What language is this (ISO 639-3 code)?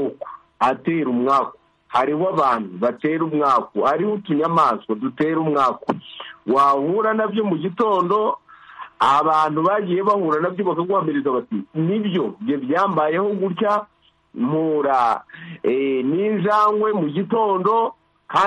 kin